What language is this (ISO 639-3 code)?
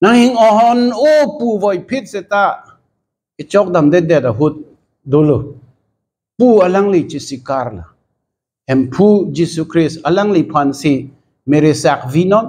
mjw